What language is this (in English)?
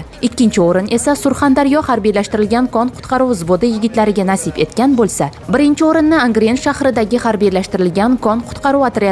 Uzbek